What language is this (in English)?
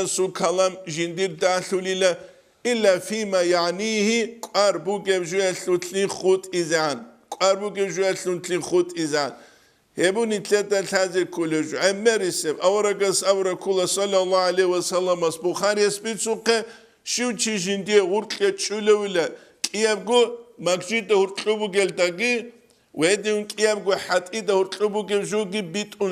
Avaric